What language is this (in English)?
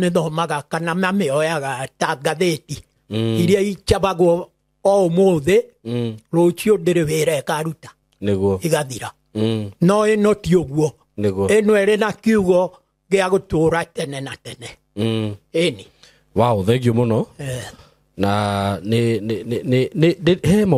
Kikuyu